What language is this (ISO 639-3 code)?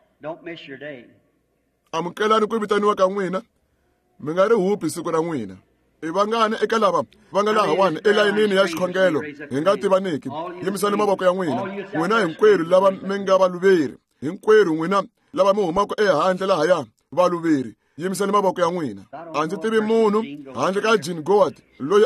tso